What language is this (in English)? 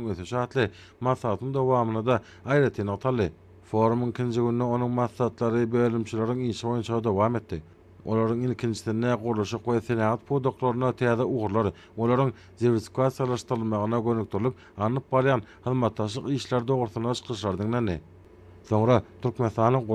Turkmen